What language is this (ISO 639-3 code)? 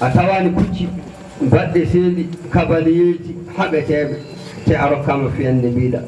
ful